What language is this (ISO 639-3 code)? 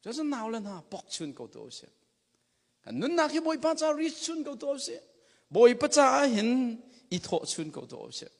cnh